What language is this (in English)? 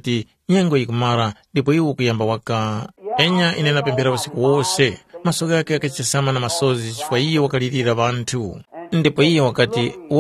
Tumbuka